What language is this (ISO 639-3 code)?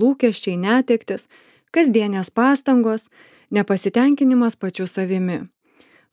lit